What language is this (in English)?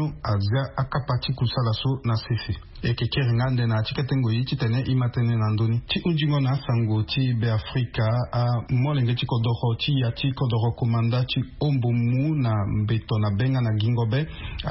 Sango